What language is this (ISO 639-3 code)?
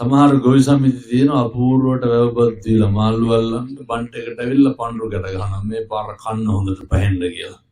sin